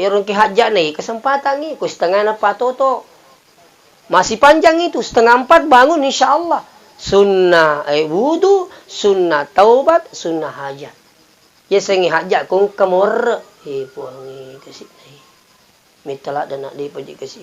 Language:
Buginese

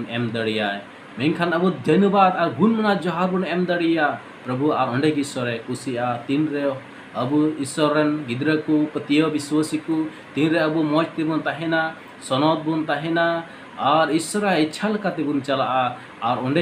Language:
Santali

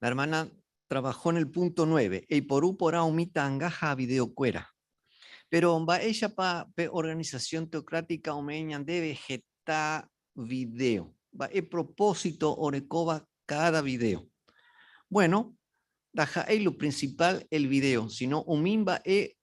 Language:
Guarani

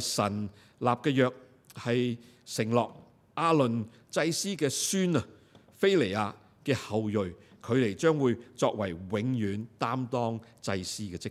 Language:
Cantonese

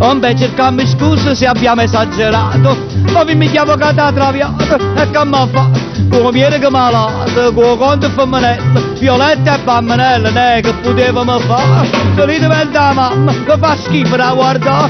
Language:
Neapolitan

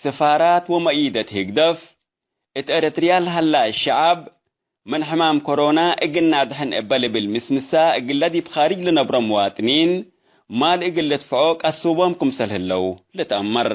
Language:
Tigre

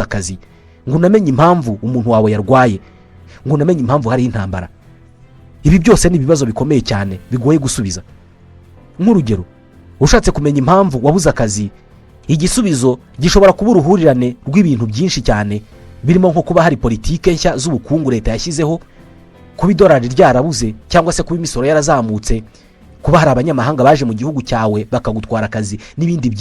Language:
Kinyarwanda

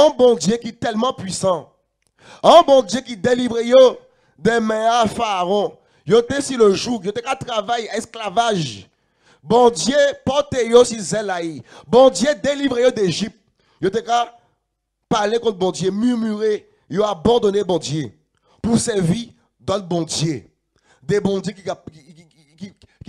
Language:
Guadeloupean Creole French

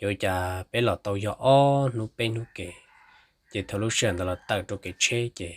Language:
Hmong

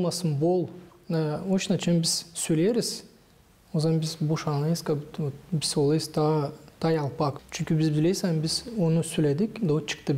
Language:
Gagauz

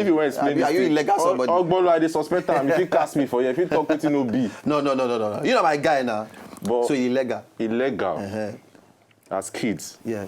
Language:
Nigerian Pidgin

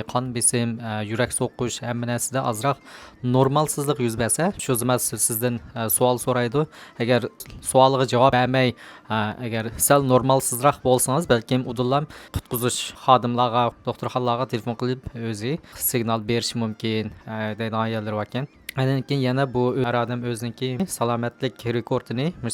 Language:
Uyghur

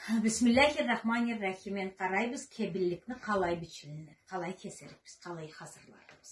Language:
Karachay-Balkar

